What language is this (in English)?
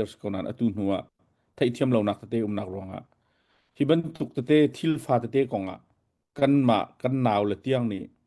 Hakha Chin